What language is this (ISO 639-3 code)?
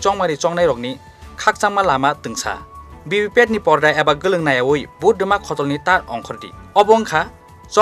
trp